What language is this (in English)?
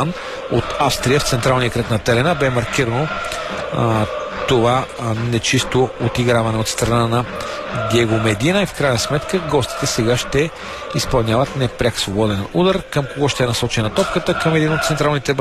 Bulgarian